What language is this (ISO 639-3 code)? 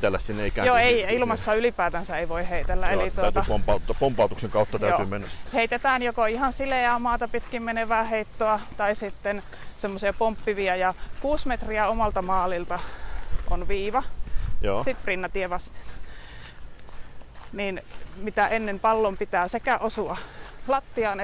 fin